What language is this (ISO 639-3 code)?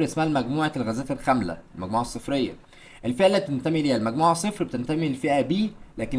arz